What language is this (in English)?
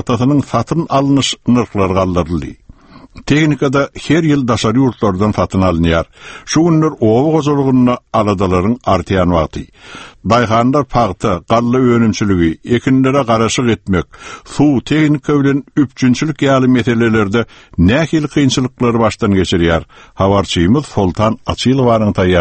Turkmen